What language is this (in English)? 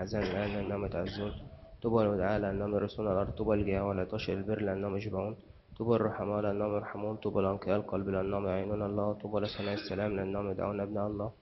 Arabic